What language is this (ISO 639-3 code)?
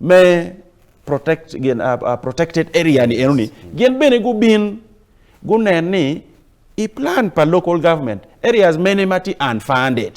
ach